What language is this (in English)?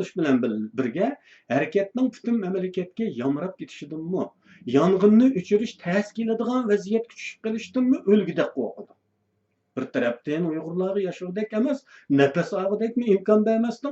Uyghur